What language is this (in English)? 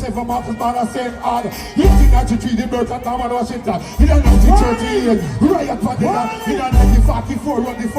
Jamaican Creole English